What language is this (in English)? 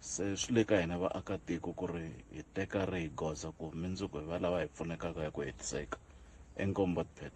Tsonga